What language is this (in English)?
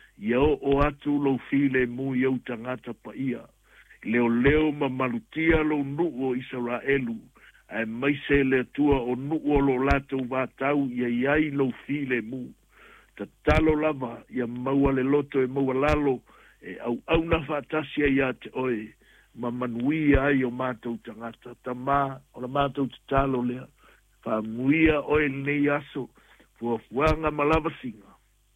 Samoan